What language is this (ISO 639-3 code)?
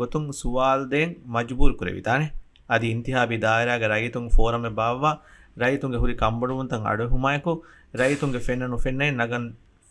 div